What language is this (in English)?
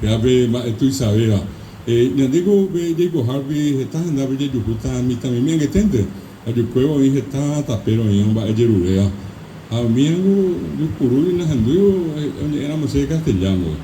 Guarani